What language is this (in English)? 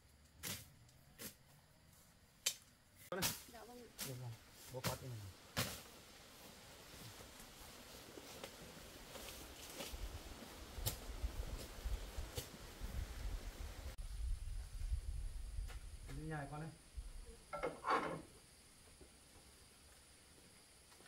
Vietnamese